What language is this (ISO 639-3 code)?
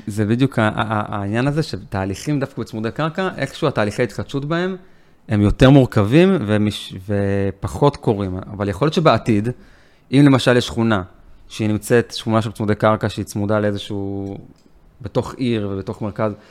heb